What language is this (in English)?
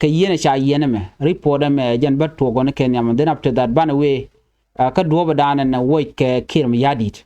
Nuer